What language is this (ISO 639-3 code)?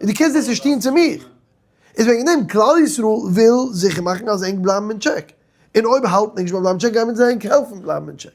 yid